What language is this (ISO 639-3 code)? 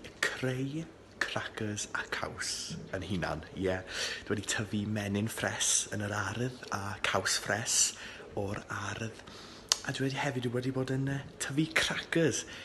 cym